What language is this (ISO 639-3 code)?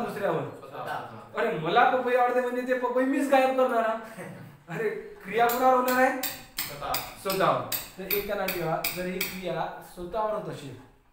mar